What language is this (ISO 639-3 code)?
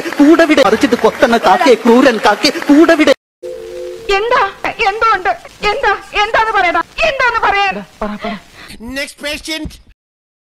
mal